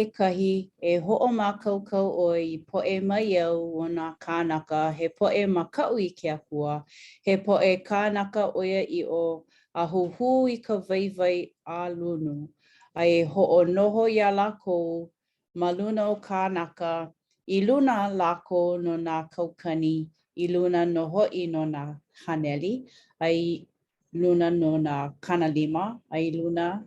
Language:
Hawaiian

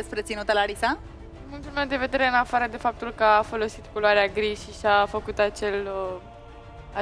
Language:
Romanian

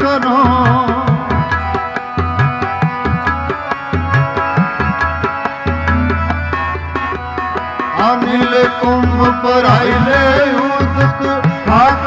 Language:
Punjabi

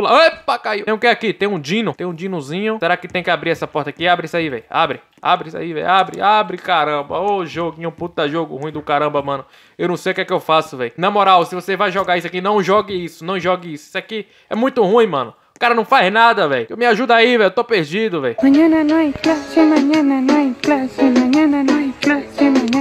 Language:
Portuguese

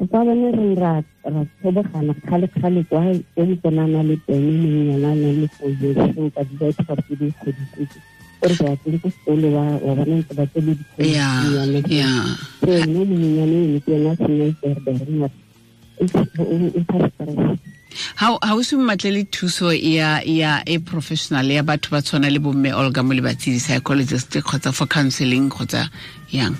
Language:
Tswana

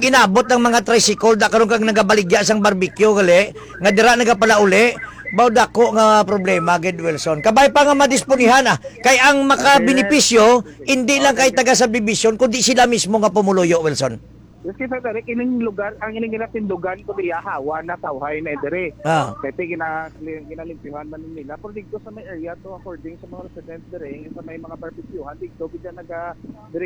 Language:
Hiligaynon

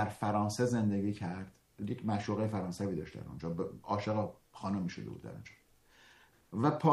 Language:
Persian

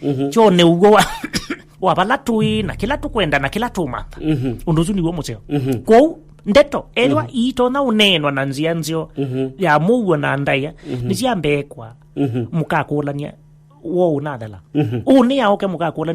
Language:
Kamba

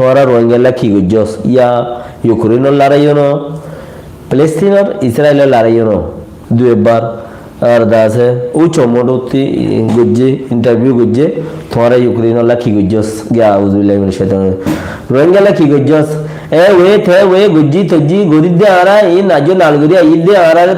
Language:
Rohingya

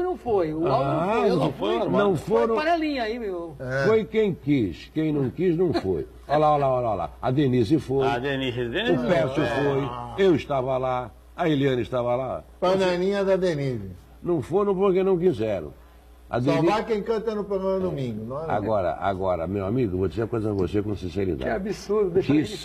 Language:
Portuguese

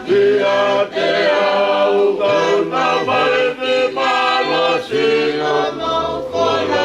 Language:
Tongan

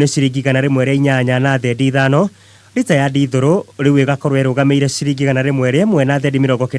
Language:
Kikuyu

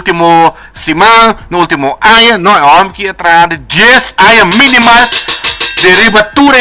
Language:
Papiamento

